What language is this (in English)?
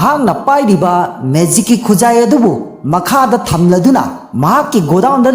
Manipuri